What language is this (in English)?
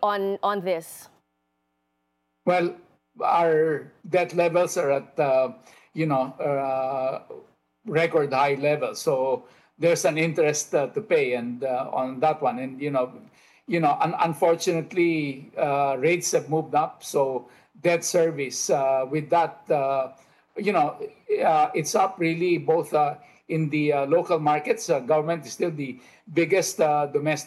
English